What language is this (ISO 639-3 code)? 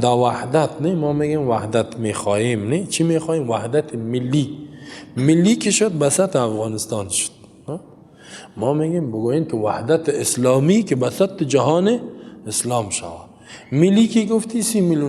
fas